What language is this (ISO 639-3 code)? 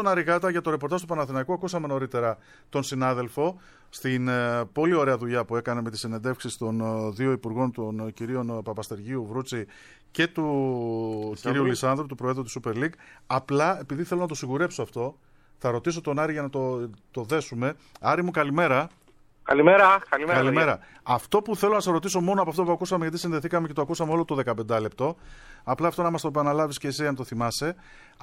ell